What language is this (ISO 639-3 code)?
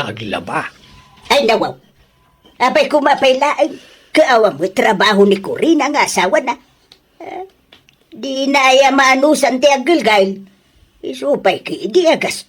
ilo